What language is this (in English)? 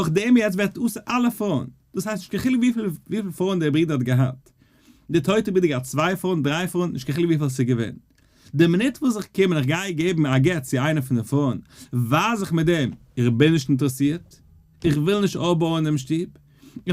Yiddish